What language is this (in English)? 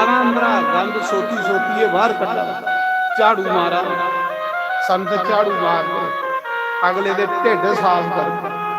Dogri